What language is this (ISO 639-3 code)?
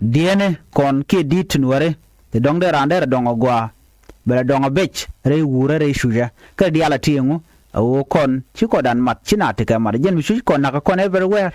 nus